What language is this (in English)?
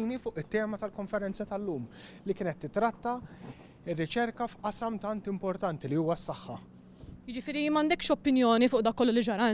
Maltese